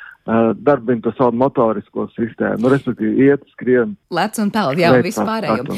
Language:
Latvian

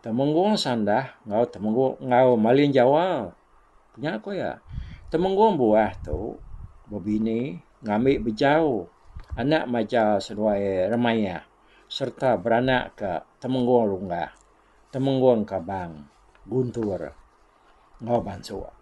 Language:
Iban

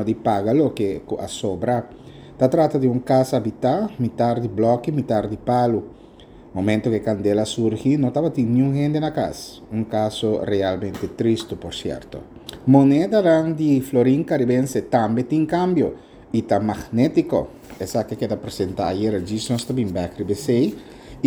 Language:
Papiamento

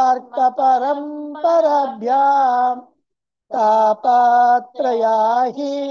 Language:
Telugu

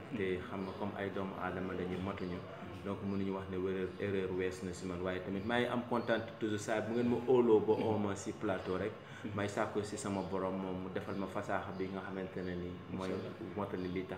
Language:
Wolof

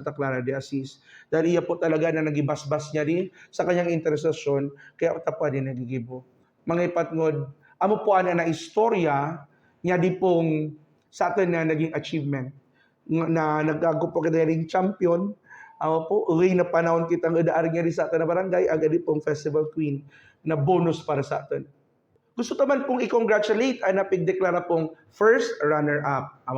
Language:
Buhi'non Bikol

